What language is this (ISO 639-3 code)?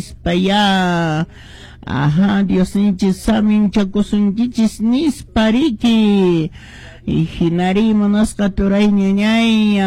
que